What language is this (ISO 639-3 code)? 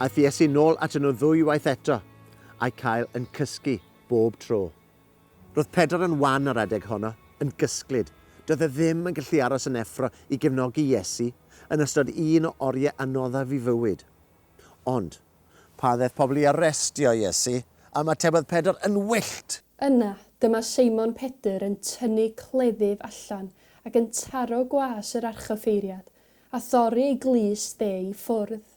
cym